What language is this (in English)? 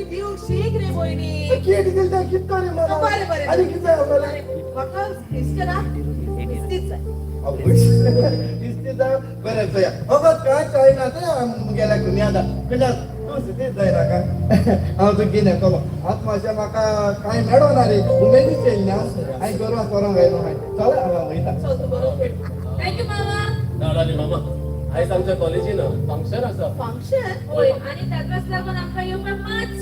Konkani